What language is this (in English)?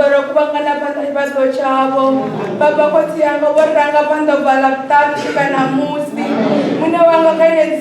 Venda